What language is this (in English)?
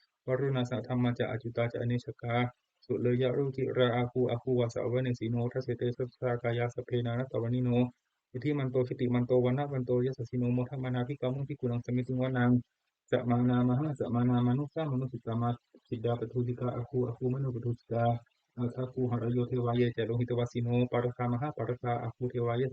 Pali